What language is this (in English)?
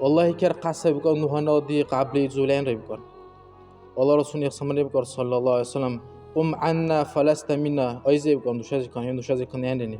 Dargwa